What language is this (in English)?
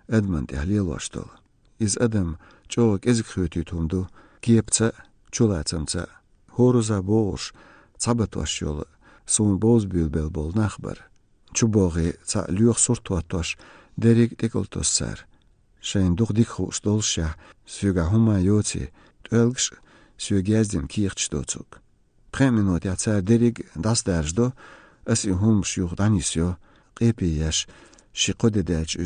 Chechen